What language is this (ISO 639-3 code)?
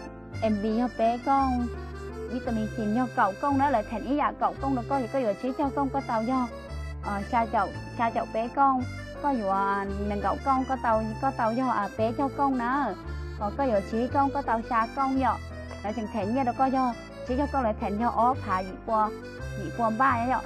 hmn